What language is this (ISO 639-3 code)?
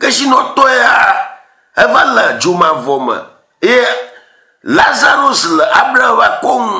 ewe